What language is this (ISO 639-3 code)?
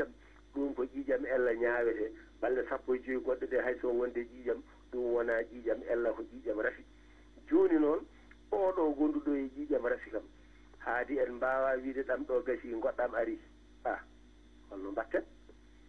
ful